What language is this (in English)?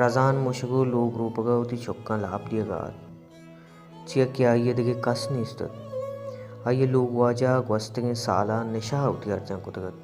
Baluchi